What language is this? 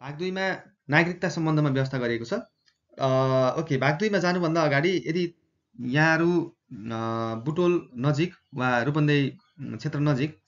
Nepali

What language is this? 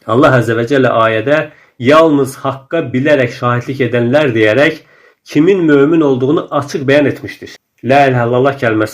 Azerbaijani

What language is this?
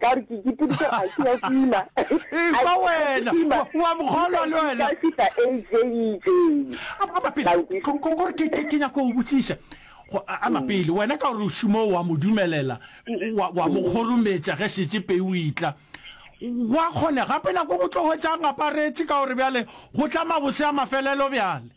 Northern Sotho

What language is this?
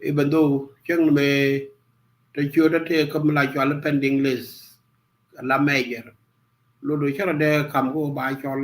Nuer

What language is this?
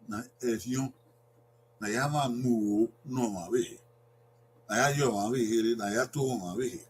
Bini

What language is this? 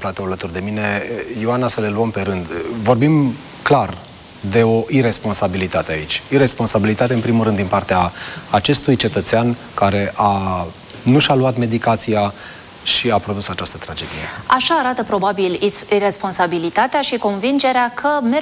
Romanian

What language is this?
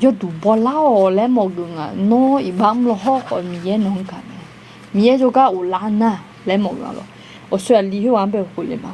Akha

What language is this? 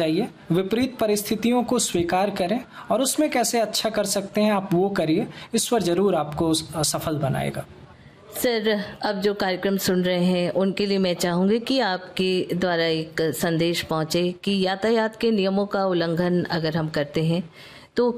Hindi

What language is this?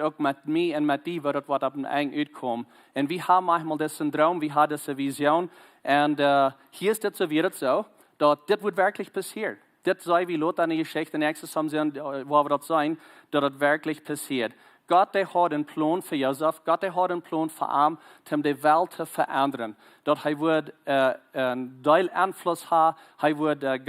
Plautdietsch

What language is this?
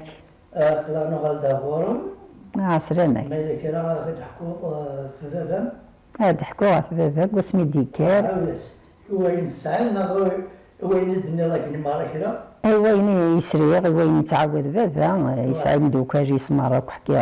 Kabyle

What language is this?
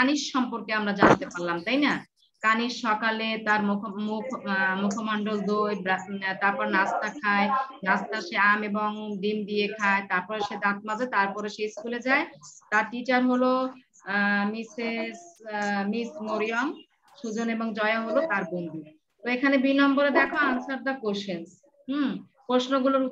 Bangla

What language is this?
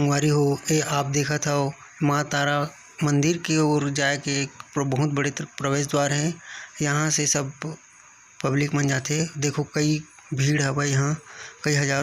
Chhattisgarhi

